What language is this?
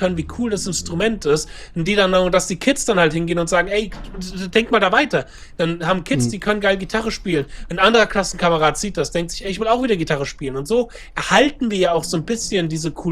German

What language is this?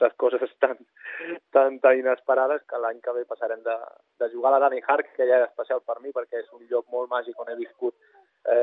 Catalan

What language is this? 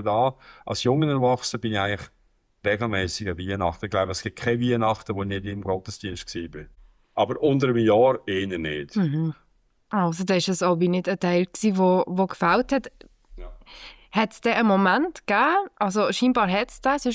Swiss German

